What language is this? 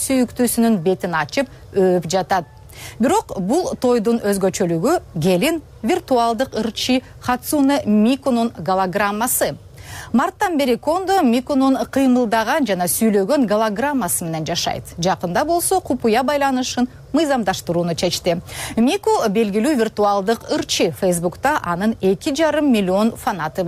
Kyrgyz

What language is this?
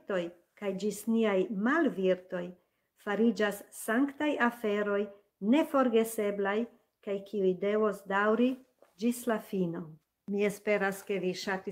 Esperanto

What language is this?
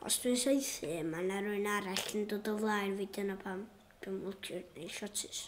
Welsh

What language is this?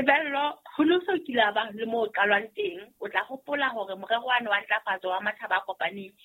Southern Sotho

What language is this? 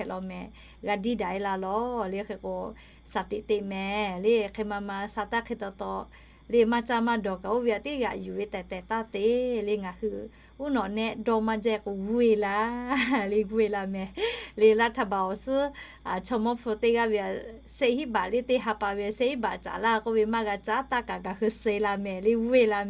Lahu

